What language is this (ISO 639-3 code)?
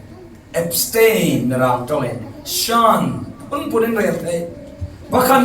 cfm